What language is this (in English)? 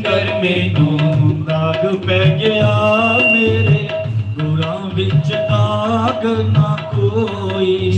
Dogri